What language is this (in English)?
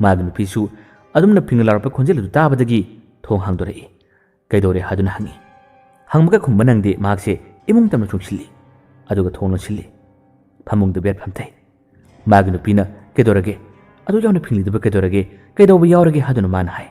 Manipuri